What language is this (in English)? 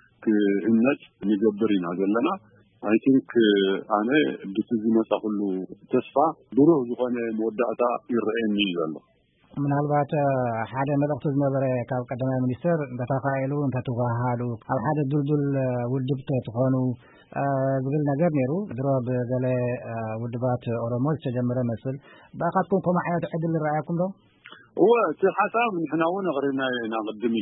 Tigrinya